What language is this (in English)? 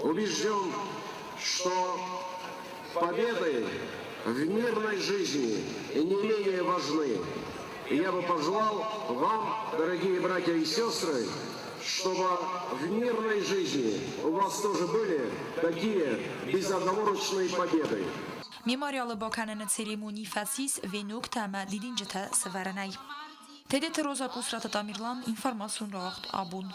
Ossetic